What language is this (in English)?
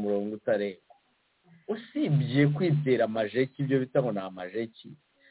Kinyarwanda